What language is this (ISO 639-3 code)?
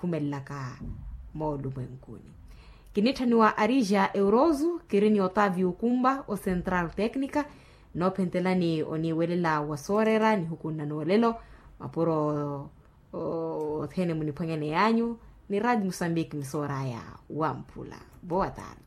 vmw